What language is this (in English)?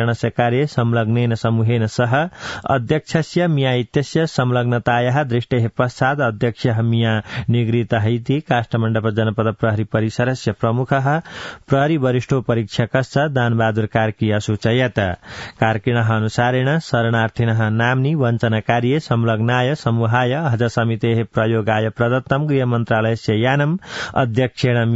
Sanskrit